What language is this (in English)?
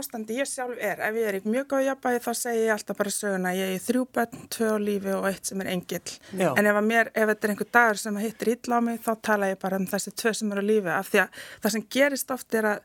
Icelandic